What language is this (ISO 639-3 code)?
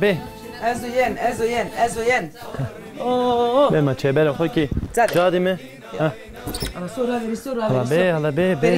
zza